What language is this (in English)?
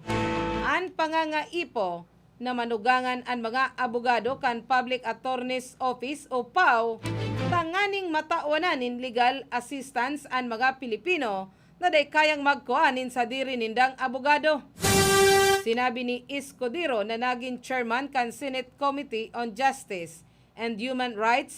Bikol